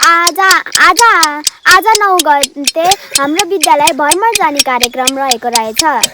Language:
Nepali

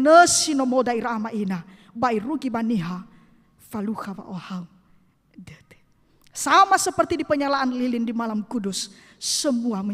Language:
Nias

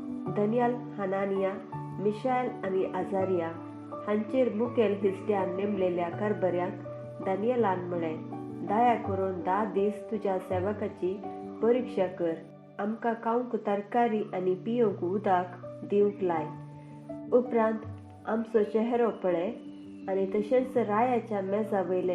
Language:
Konkani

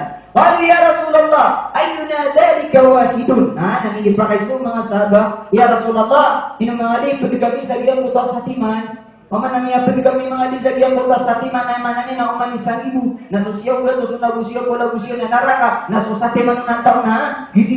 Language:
Maranao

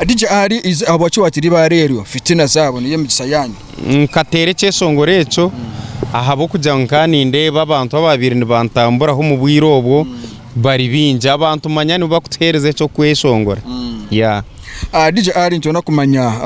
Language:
Nyankole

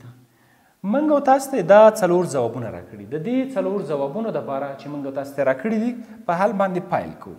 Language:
Pashto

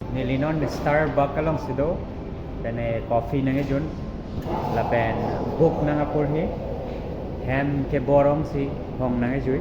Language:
Karbi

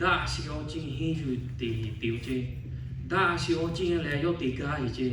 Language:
Lahu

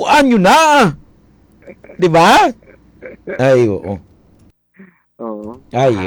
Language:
Filipino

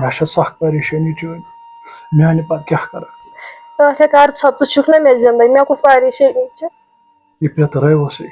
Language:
Kashmiri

